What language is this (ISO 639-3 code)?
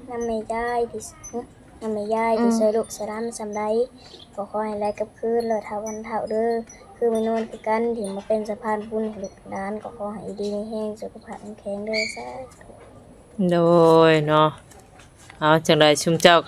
lao